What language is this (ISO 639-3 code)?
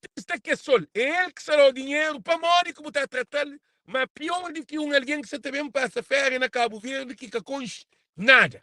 kea